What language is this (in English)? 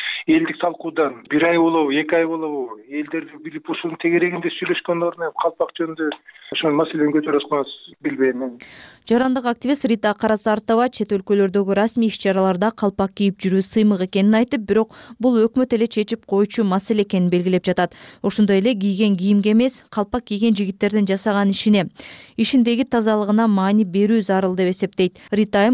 Kyrgyz